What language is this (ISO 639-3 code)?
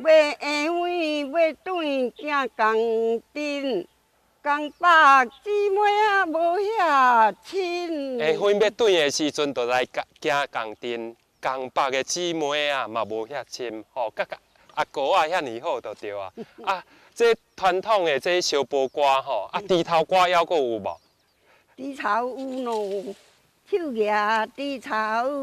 nan